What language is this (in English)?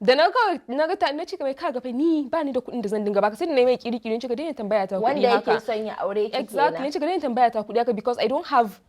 Hausa